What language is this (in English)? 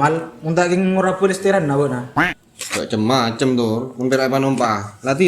Madurese